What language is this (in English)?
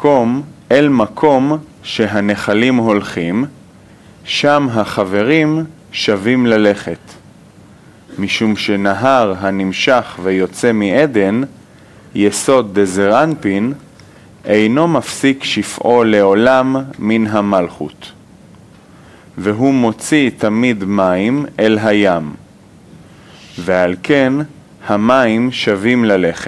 Hebrew